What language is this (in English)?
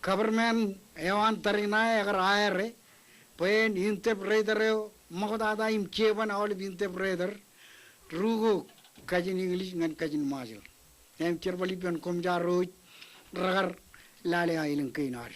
Marshallese